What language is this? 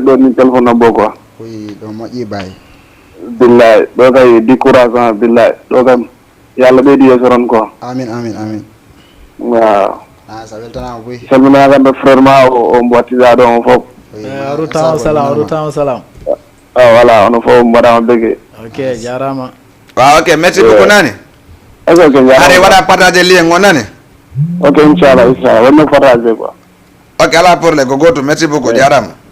Fula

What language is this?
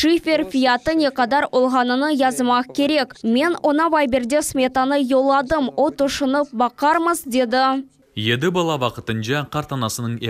Crimean Tatar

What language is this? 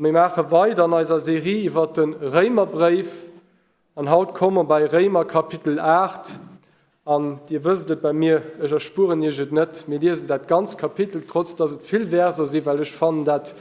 Luxembourgish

